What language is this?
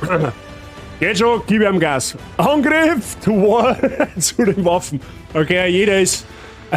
Bavarian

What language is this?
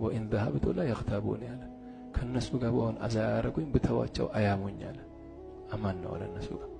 Amharic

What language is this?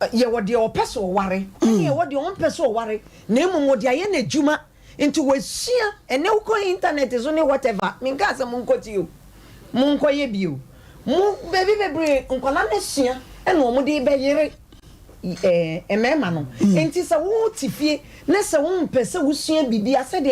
Akan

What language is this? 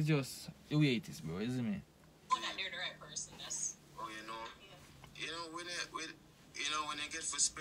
Jamaican Creole English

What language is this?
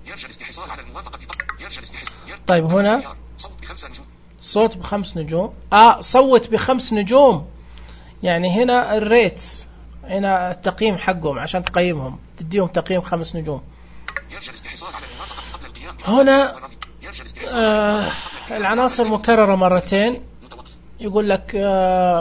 Najdi Arabic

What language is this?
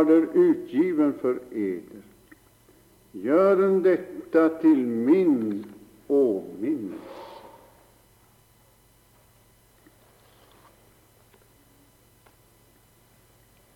Swedish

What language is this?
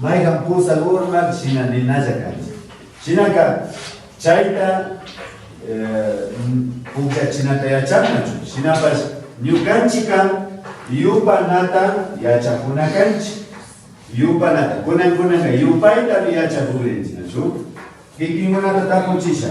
Imbabura Highland Quichua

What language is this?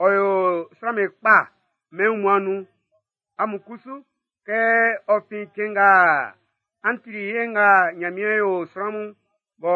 Baoulé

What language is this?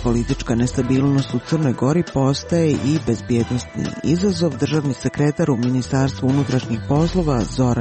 Croatian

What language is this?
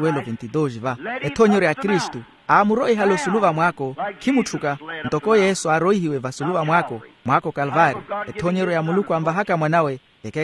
Makhuwa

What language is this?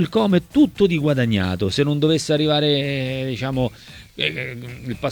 Italian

